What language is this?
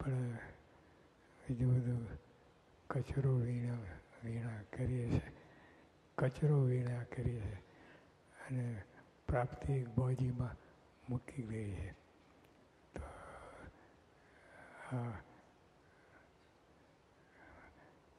Gujarati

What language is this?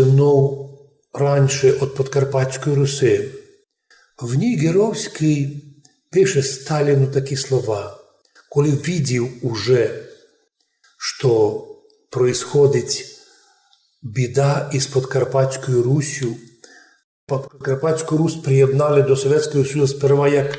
Rusyn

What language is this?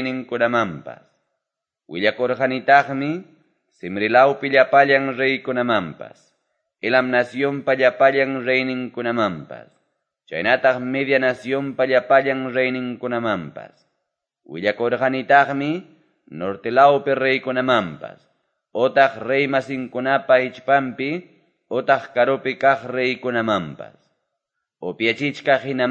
Quechua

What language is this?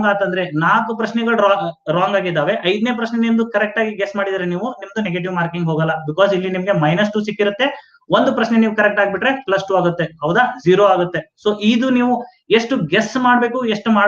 Kannada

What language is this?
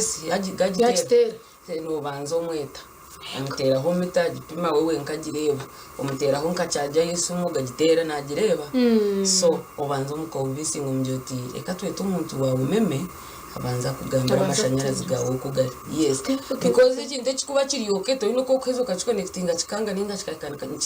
Nyankole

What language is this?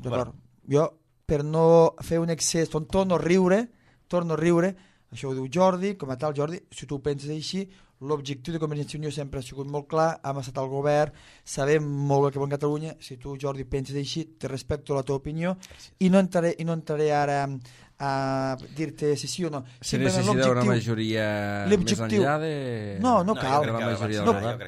Catalan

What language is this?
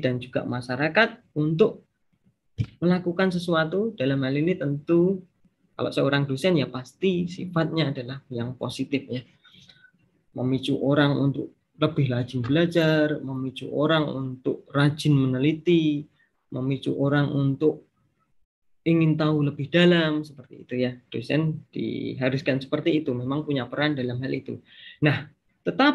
Indonesian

